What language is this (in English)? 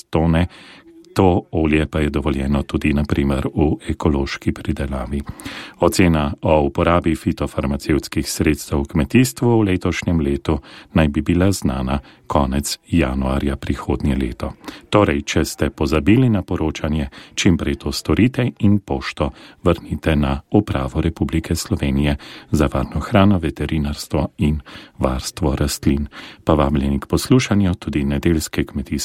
Slovenian